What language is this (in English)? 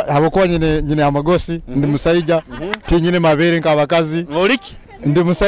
Nyoro